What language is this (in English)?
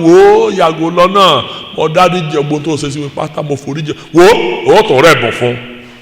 Yoruba